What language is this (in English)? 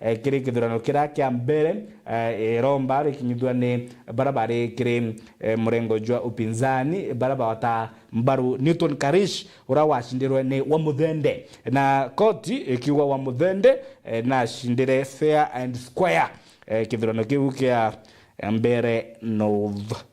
Meru